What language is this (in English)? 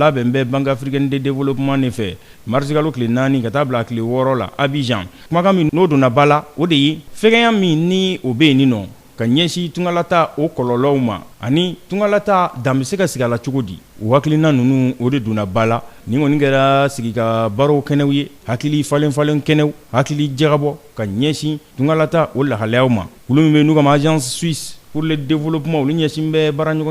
Bambara